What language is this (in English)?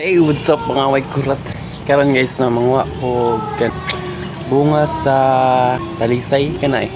Cebuano